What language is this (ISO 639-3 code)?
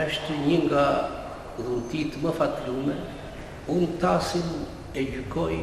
sqi